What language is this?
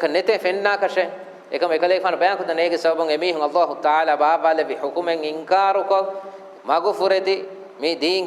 Divehi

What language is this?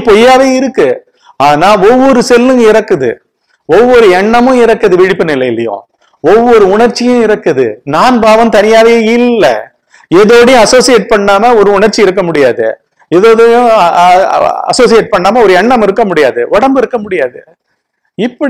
Tamil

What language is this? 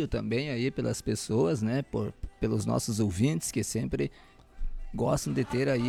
Portuguese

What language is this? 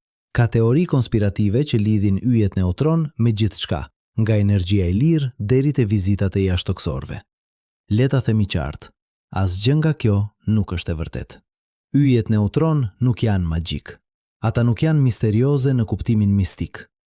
Albanian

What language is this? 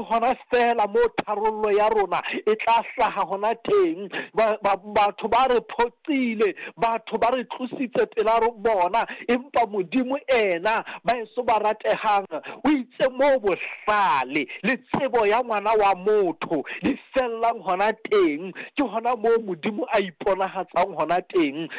Southern Sotho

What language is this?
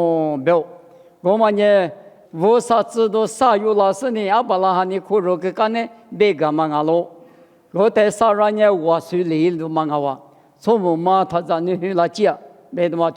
Lisu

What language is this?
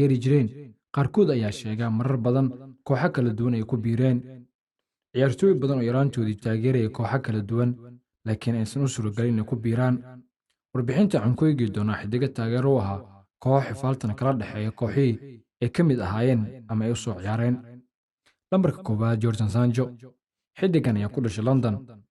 Somali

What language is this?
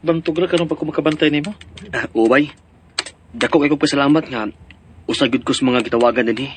Cebuano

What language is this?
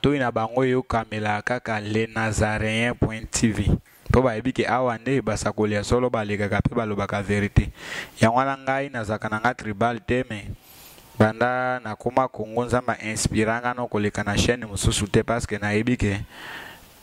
Lingala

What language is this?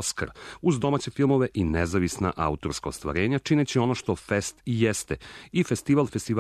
Serbian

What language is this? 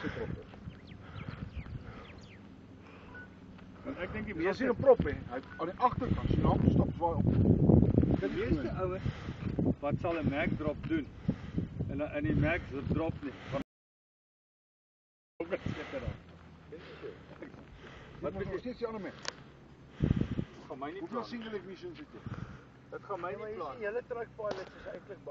Afrikaans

